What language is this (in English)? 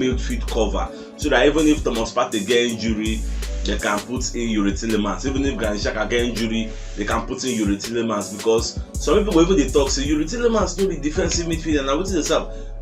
Nigerian Pidgin